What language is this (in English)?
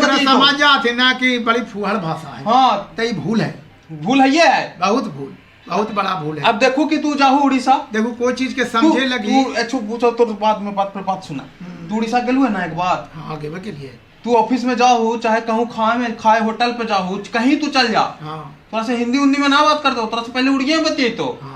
Magahi